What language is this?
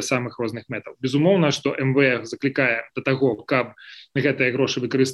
Belarusian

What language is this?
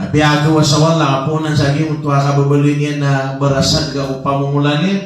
Maranao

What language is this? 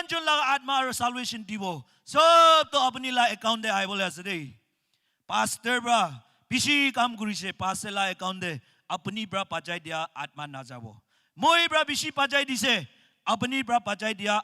Naga Pidgin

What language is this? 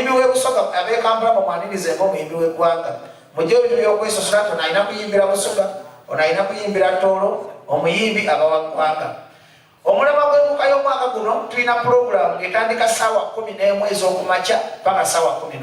Ganda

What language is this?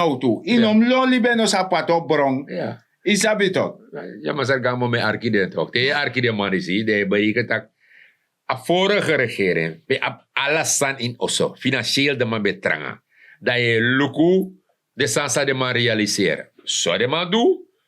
Sranan Tongo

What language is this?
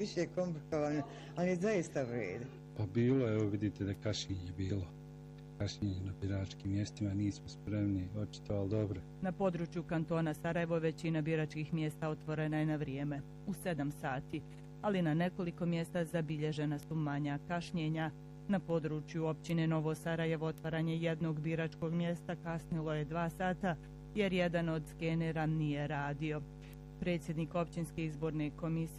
Bosnian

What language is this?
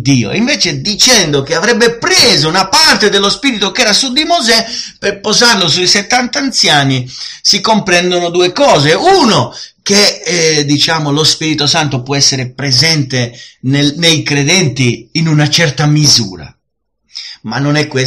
Italian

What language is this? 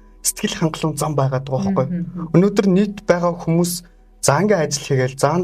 Mongolian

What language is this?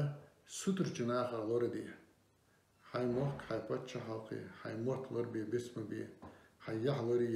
Ingush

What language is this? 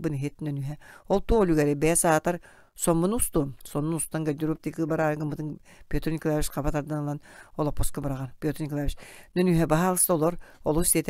Yakut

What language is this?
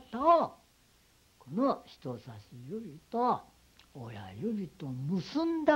Japanese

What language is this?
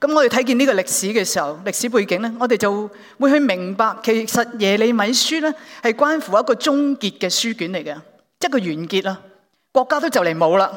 Cantonese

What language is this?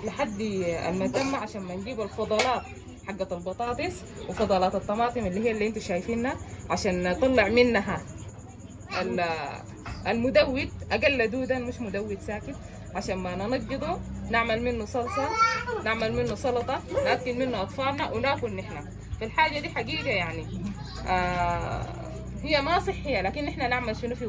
Sudanese Arabic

